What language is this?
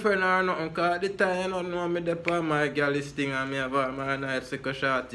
Jamaican Creole English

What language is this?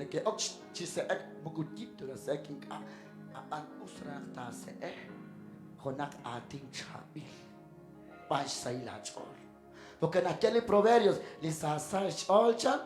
Kekchí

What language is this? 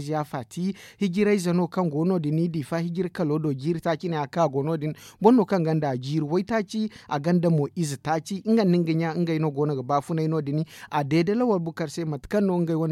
Zarma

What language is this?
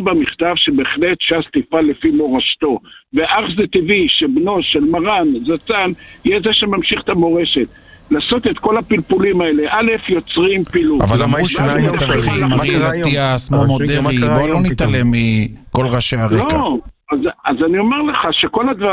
Hebrew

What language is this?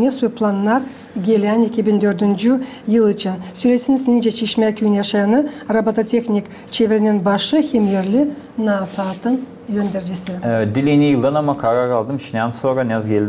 Gagauz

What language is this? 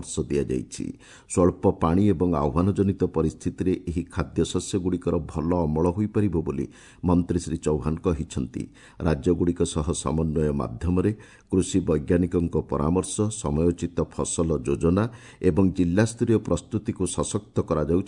Odia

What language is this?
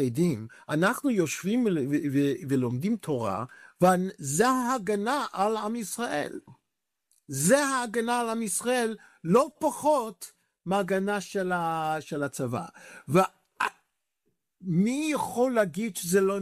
Hebrew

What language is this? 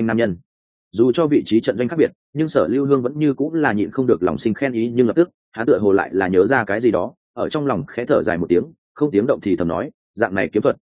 Vietnamese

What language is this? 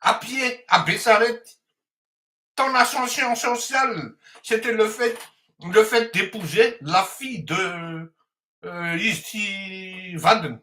Malagasy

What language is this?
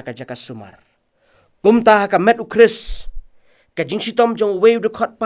Khasi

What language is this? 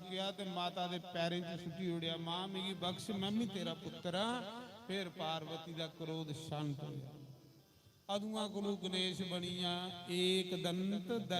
Dogri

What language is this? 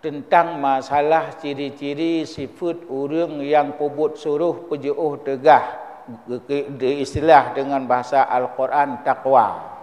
Achinese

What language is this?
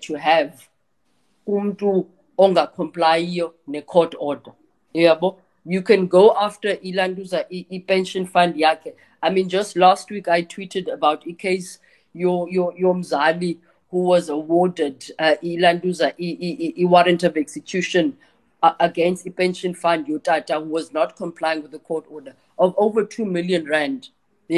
Xhosa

